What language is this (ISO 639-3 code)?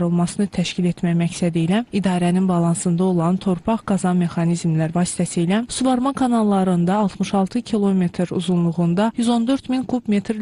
aze